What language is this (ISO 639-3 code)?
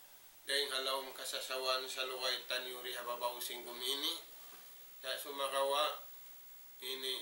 tsg